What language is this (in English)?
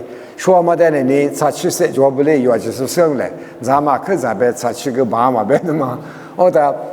Lisu